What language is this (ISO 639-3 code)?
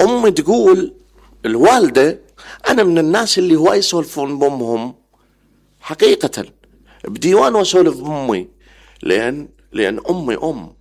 acm